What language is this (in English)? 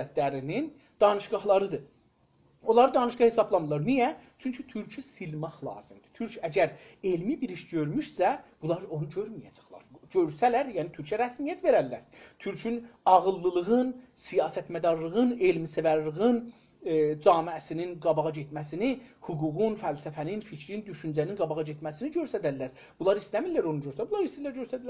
South Azerbaijani